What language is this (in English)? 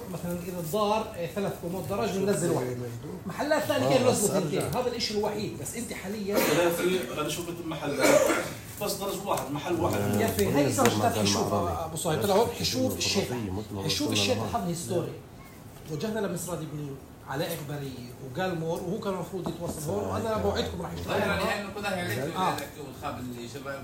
North Levantine Arabic